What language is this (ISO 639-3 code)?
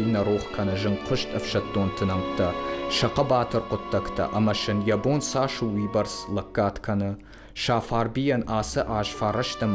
oss